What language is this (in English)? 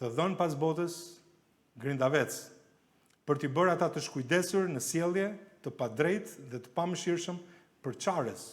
Albanian